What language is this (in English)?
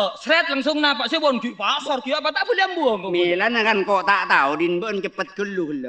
Madurese